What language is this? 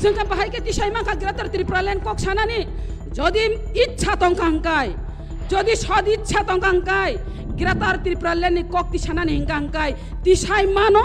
Kok Borok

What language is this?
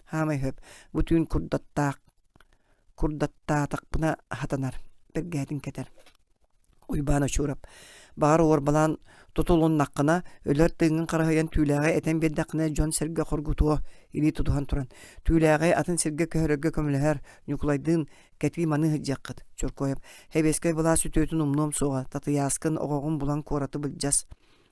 Yakut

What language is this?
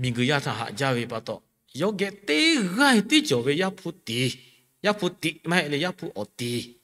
Lahu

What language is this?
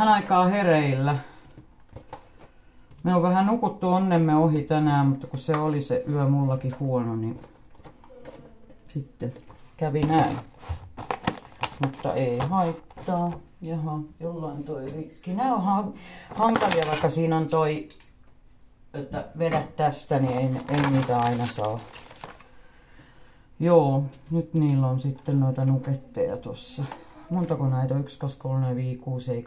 Finnish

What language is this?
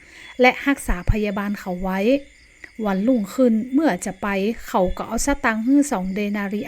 Northern Thai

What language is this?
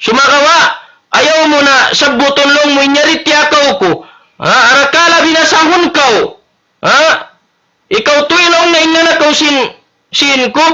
Tausug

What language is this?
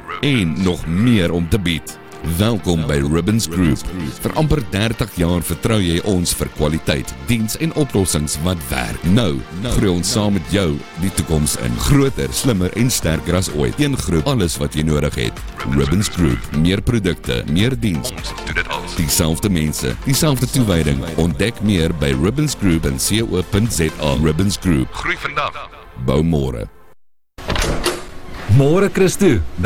Afrikaans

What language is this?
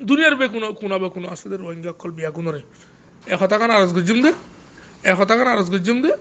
Rohingya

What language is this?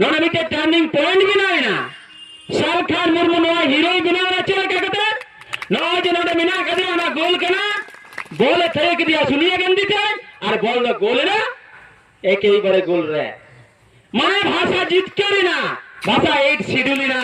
Santali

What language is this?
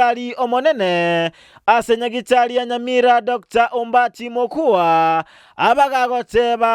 Gusii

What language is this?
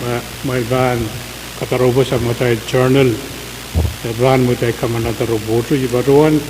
Pohnpeian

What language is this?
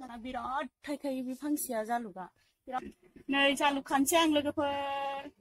Bodo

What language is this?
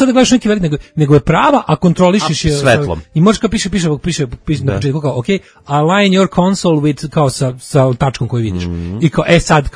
Serbian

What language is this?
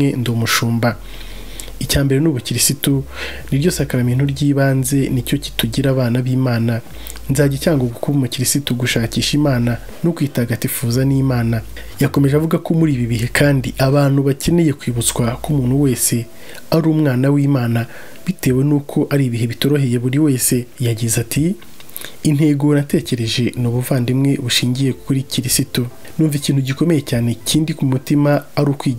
Kinyarwanda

